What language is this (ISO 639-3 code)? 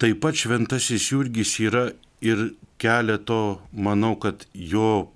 lit